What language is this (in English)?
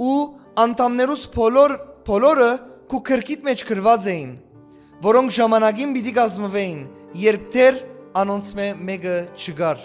Western Armenian